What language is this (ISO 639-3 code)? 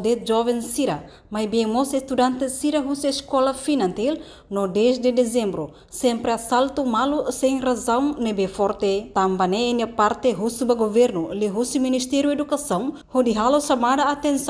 tet